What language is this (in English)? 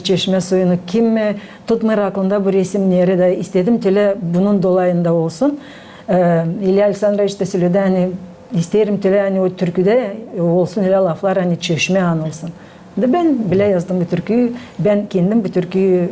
Gagauz